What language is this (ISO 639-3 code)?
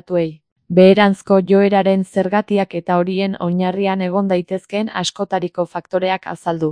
eus